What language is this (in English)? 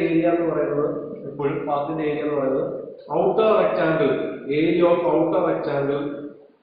Malayalam